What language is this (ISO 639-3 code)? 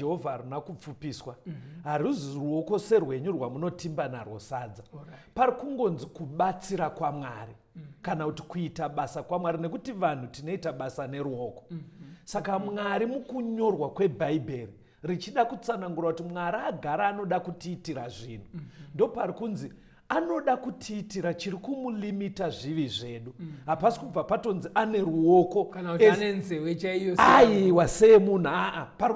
sna